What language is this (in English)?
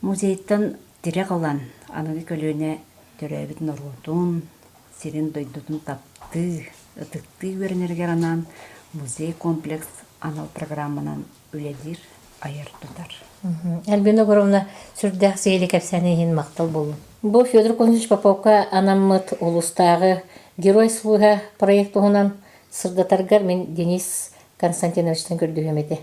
Yakut